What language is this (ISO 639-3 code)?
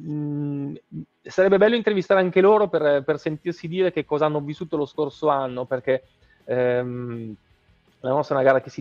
ita